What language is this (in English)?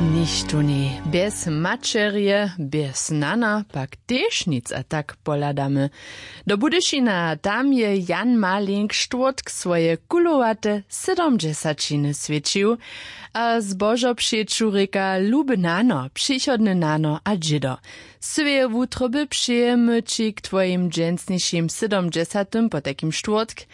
Upper Sorbian